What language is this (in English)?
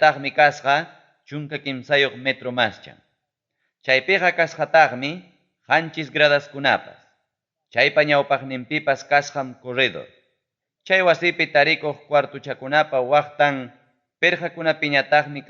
Ayacucho Quechua